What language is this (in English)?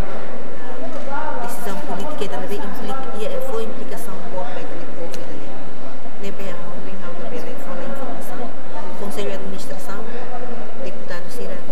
Tetum